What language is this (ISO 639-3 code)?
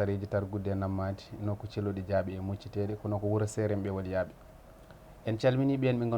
ful